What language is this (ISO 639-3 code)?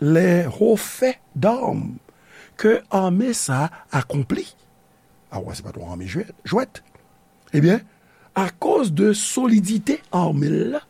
hat